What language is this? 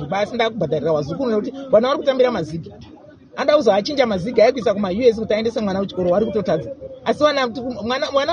Shona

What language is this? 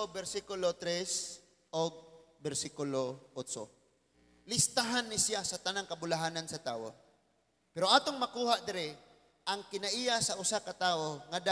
Cebuano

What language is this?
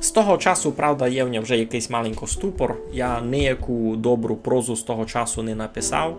Rusyn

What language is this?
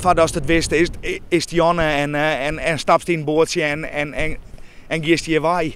Western Frisian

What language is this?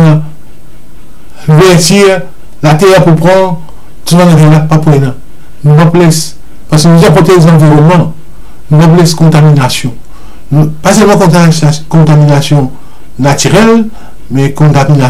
Morisyen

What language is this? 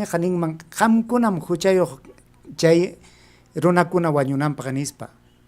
Ayacucho Quechua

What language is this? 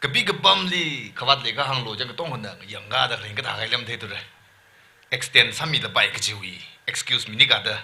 Tangkhul Naga (India)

